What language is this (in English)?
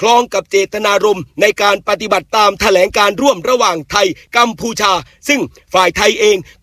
Thai